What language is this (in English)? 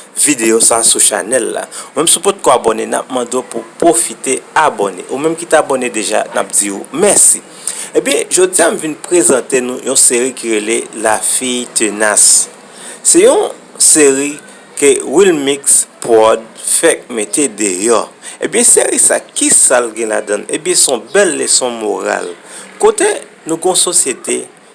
Haitian Creole